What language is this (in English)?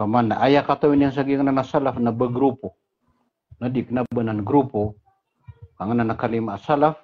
Maranao